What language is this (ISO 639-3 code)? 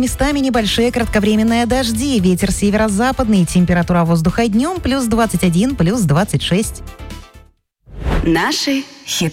rus